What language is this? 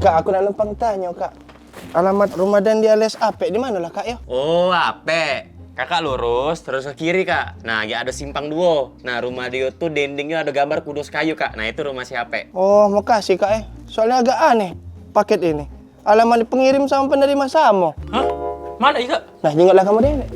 Musi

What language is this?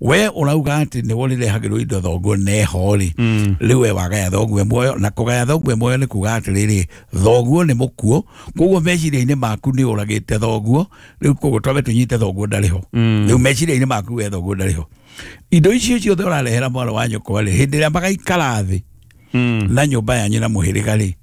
Kikuyu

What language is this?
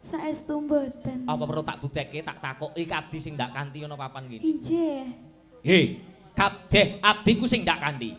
Javanese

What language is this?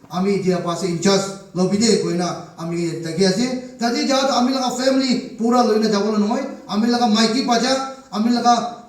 Naga Pidgin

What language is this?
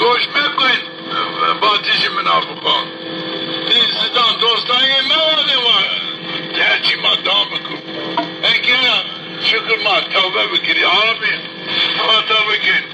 Zaza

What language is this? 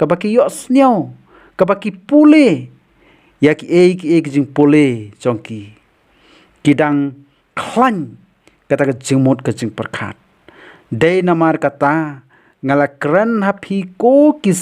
Khasi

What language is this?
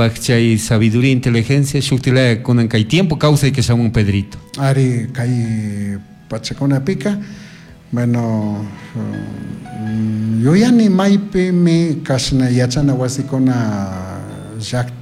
Chimborazo Highland Quichua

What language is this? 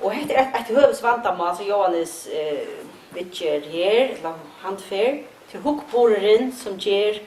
Faroese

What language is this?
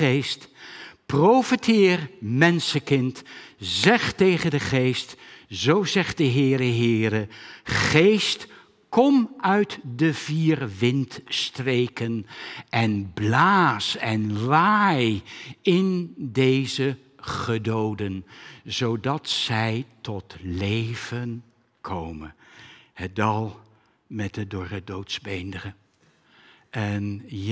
Dutch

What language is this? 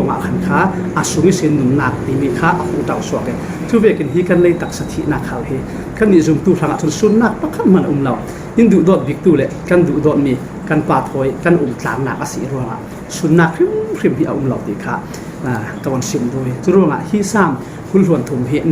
Falam Chin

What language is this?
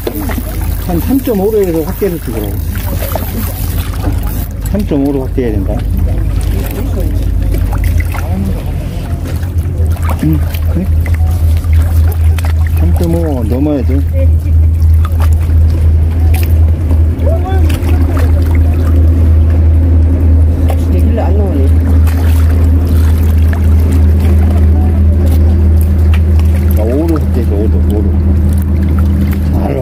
Korean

